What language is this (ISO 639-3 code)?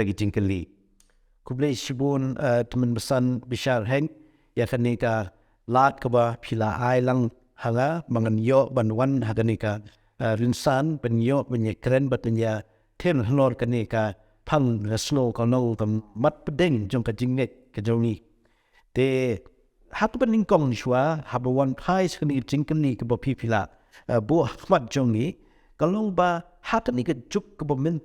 kha